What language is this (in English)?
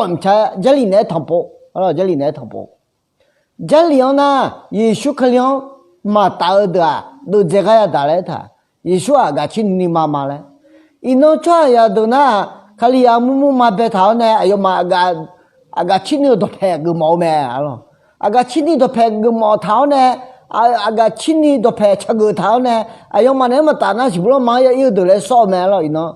Akha